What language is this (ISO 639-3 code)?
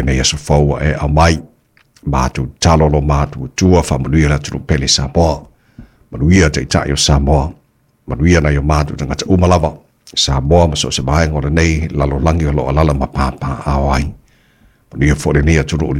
smo